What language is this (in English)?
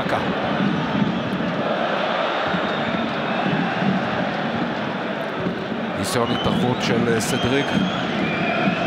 Hebrew